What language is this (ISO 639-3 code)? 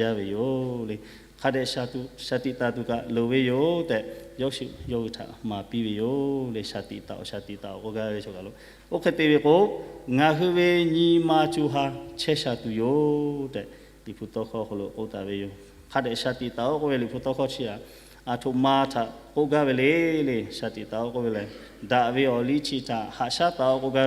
lhu